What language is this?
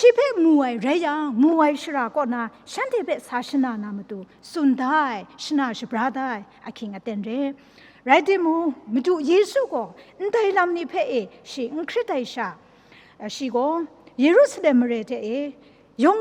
Kachin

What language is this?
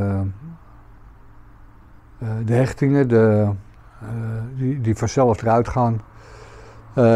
Dutch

